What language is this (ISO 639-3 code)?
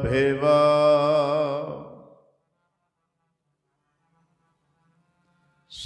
pan